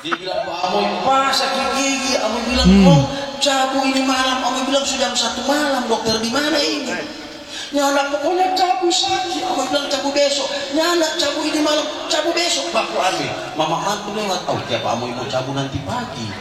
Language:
Manado Malay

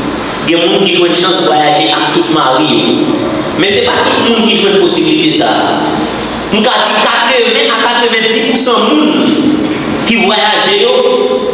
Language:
Haitian Creole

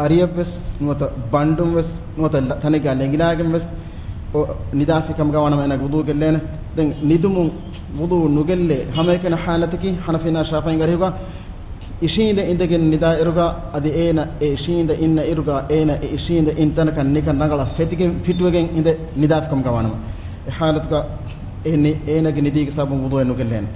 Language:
Divehi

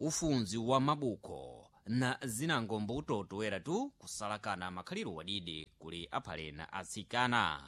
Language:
Sena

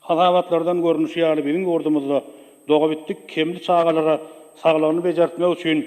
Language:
Turkmen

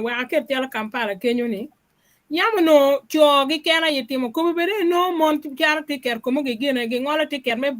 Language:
Acoli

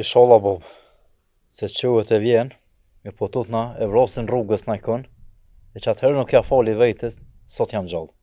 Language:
Albanian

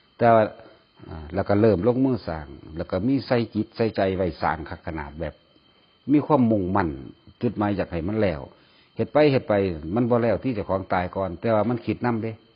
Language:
Northeastern Thai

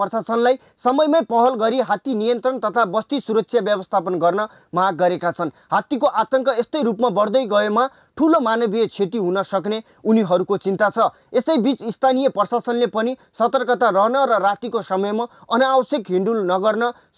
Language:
Nepali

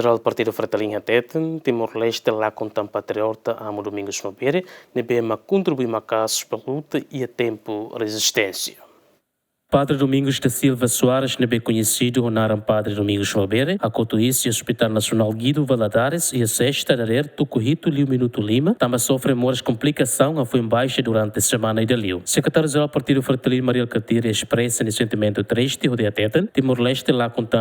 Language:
Tetum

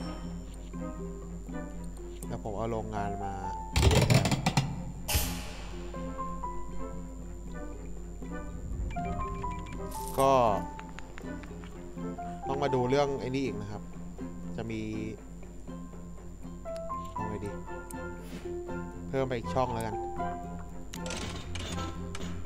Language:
Thai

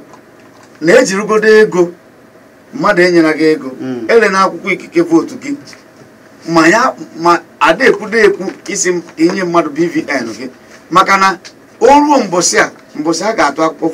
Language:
Igbo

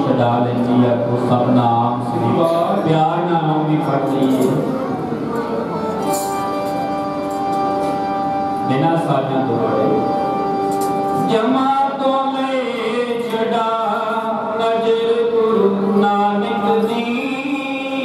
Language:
Punjabi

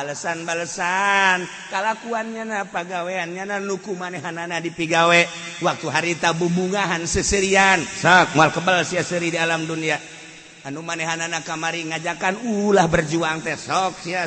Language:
Sundanese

